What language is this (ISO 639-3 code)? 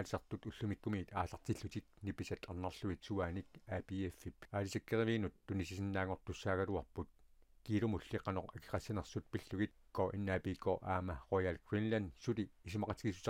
kal